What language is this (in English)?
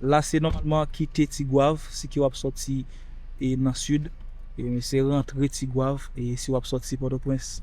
Haitian Creole